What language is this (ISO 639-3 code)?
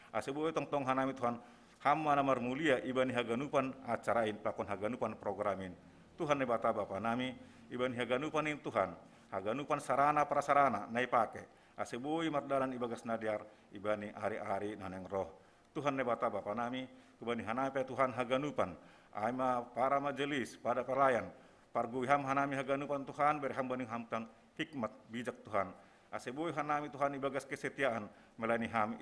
bts